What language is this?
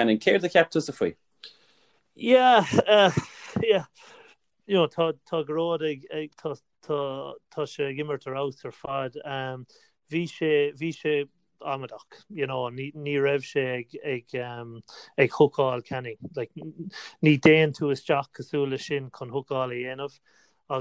Irish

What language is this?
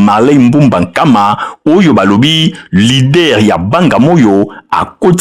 Lingala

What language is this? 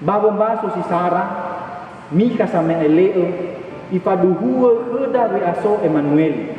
Nias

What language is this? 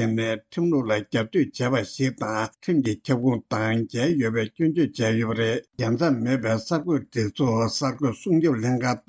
Tibetan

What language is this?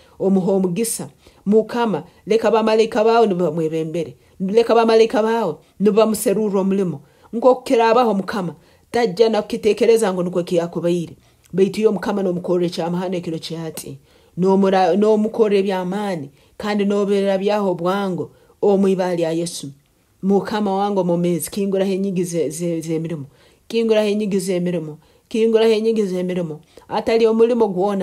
Nyoro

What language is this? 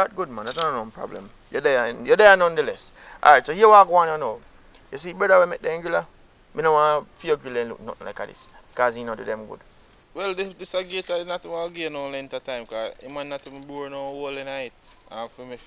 Jamaican Creole English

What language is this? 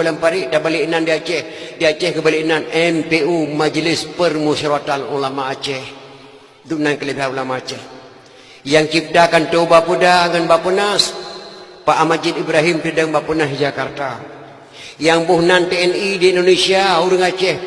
Achinese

